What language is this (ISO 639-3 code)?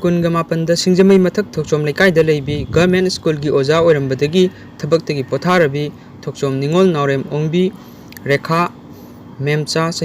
mni